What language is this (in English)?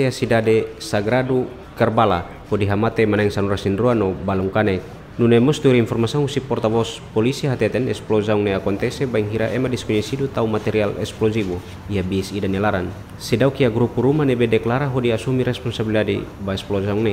Tetum